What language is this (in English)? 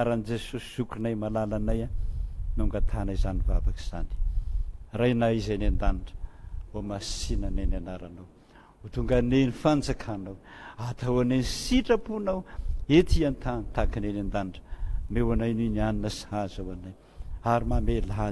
Malagasy